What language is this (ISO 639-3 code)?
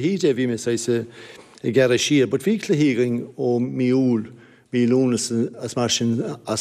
gle